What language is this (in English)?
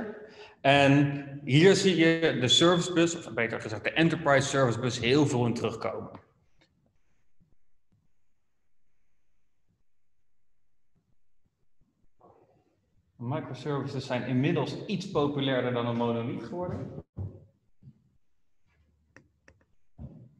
Dutch